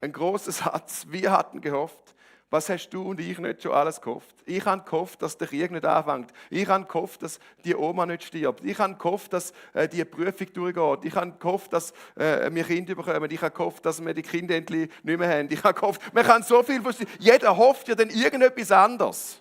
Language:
Swiss German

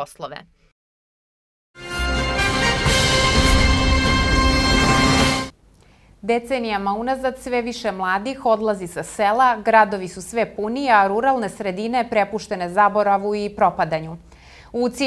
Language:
Serbian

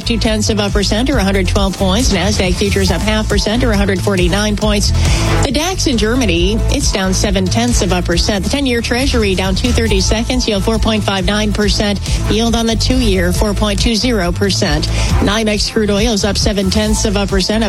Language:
English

